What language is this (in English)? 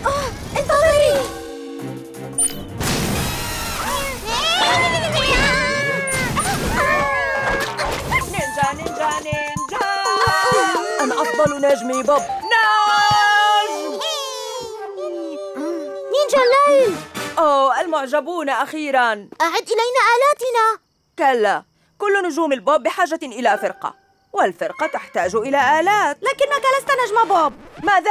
Arabic